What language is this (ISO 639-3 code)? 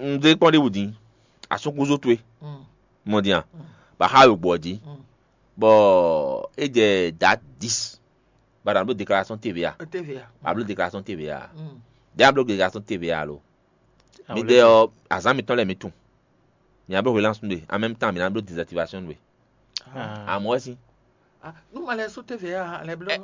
fon